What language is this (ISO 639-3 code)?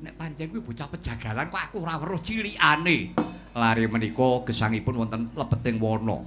jav